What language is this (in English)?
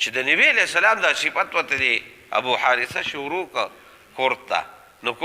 Pashto